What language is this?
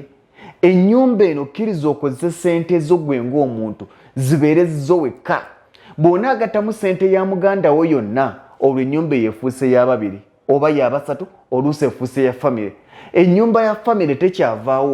Ganda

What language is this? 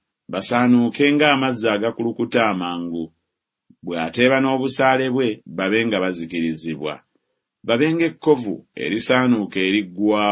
Ganda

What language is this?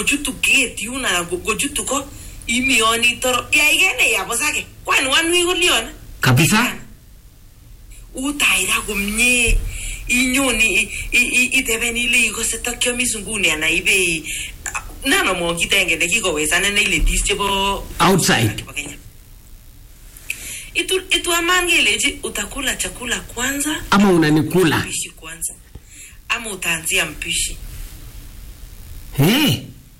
Swahili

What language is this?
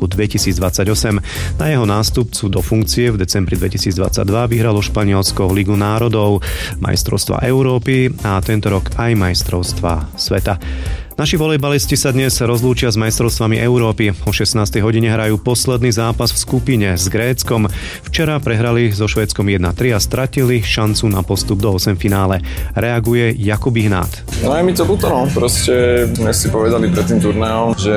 Slovak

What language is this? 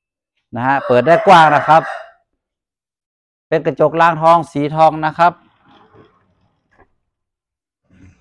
Thai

